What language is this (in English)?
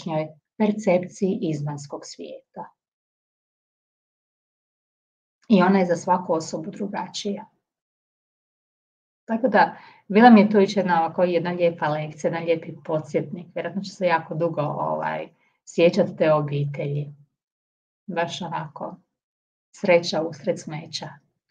Croatian